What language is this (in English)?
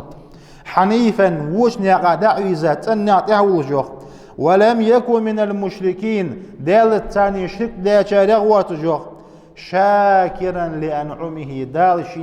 Ingush